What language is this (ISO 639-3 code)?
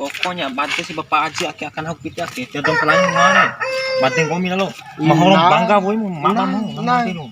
bhp